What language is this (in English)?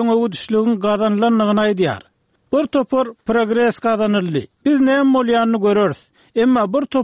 Turkmen